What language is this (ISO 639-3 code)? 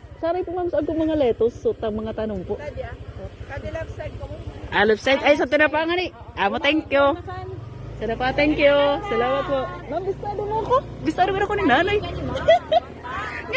bto